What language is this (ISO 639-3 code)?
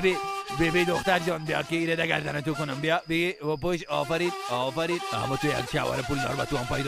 fas